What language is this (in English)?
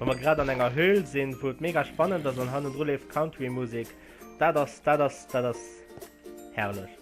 Luxembourgish